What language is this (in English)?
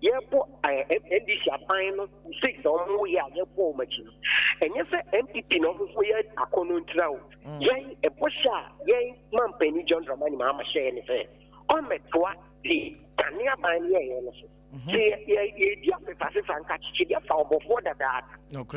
Akan